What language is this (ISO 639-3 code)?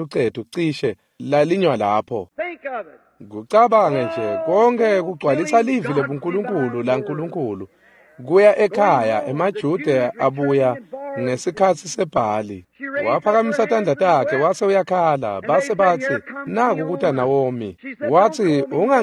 ssw